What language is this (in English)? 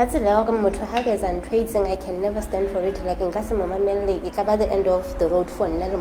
Southern Sotho